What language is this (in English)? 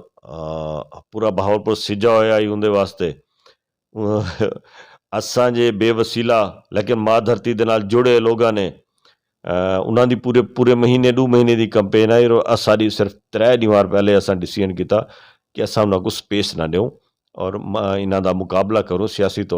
Saraiki